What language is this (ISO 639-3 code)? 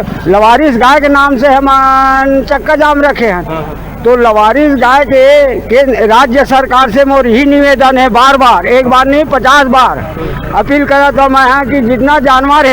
hne